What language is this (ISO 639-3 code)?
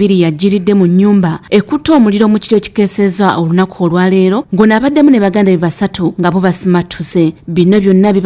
lug